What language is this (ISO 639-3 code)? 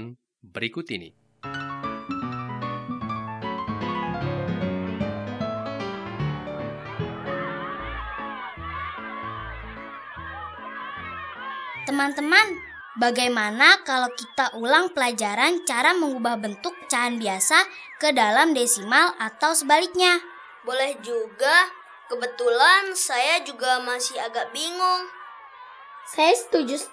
ind